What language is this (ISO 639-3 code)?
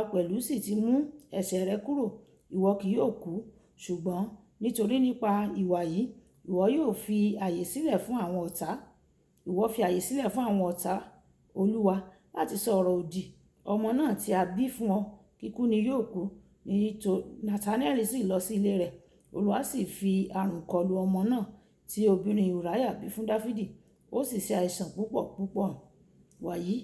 yor